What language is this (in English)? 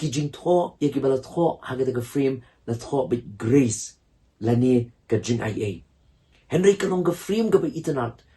Khasi